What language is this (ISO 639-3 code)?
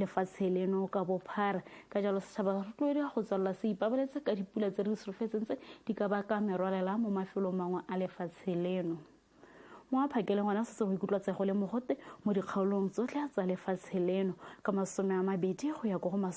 tsn